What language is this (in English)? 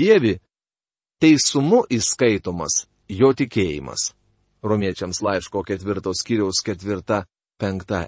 Lithuanian